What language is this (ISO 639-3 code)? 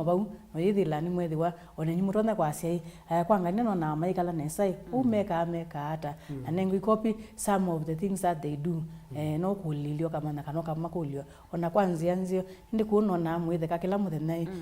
kam